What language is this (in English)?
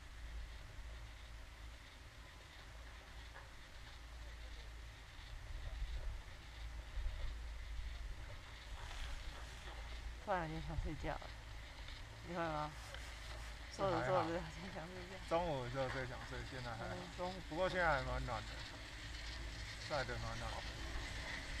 Chinese